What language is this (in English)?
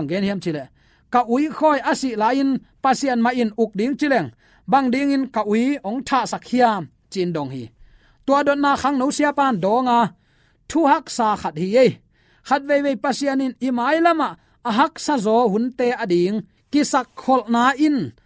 Tedim Chin